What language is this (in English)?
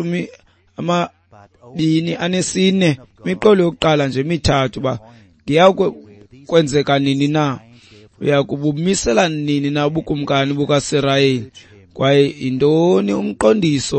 Xhosa